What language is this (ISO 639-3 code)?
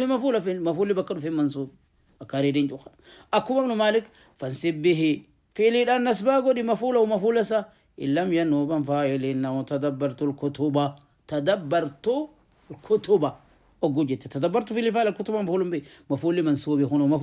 orm